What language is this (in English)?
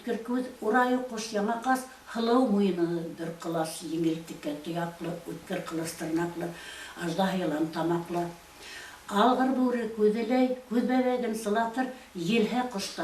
Bashkir